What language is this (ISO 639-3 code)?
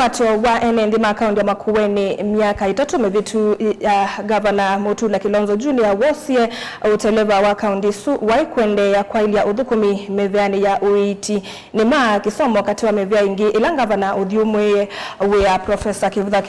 kam